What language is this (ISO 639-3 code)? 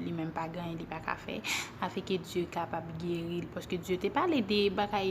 hat